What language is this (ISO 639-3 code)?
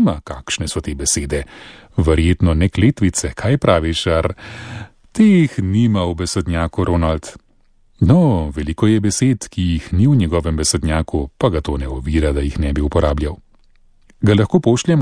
slv